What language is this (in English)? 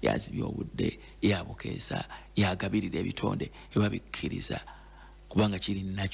Ganda